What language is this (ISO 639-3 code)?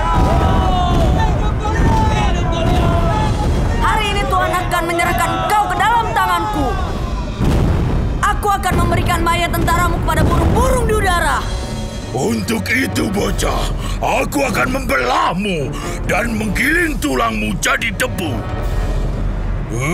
ind